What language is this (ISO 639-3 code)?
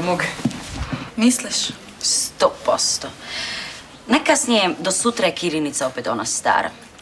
hrv